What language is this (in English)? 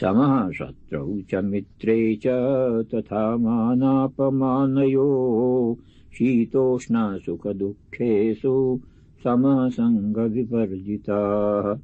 Sanskrit